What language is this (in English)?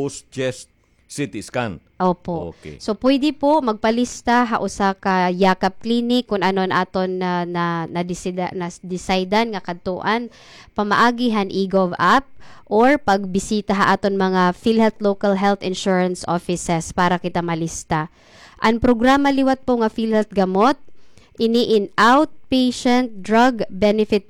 Waray